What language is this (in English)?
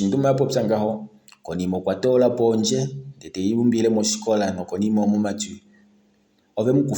Kuanyama